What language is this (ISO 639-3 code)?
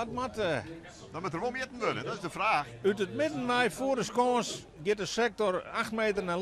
fry